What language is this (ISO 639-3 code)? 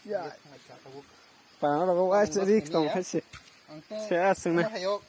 trp